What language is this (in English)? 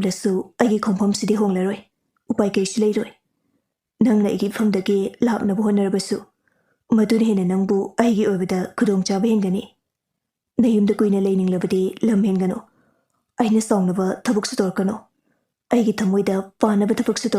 Manipuri